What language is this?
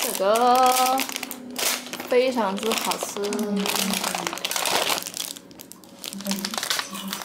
Chinese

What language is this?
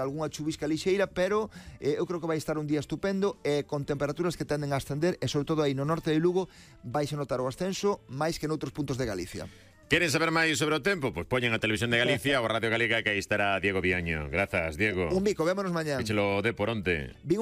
Galician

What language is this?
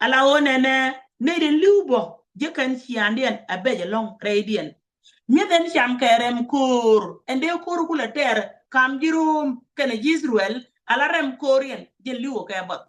Nuer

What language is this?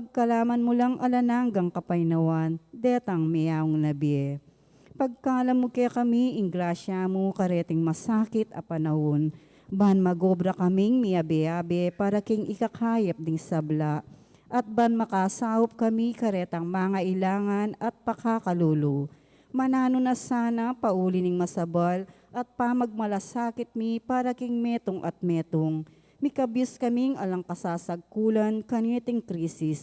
Pampanga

